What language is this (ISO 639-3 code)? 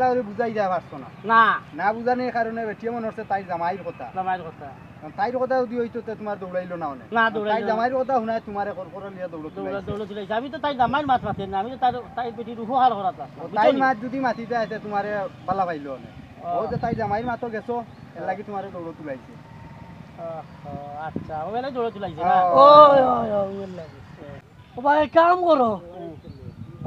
syl